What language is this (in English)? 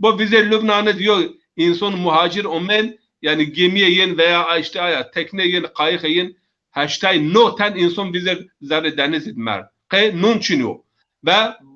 Zaza